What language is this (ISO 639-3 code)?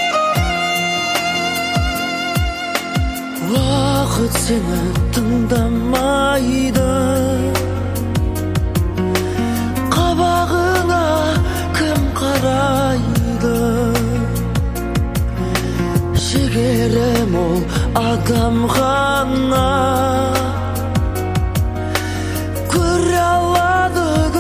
kaz